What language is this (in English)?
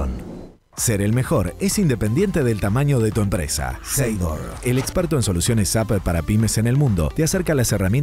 Spanish